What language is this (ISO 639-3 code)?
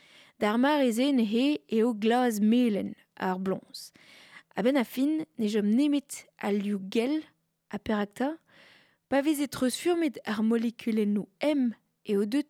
bre